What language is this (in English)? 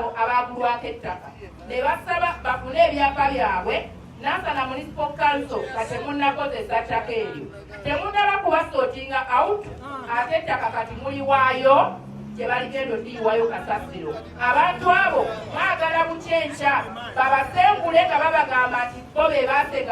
Ganda